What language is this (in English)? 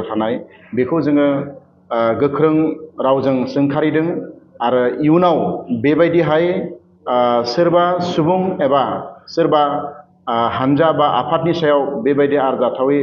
Bodo